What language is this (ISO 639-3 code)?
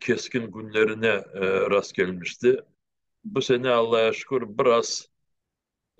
crh